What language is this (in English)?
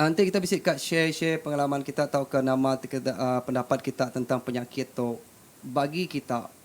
Iban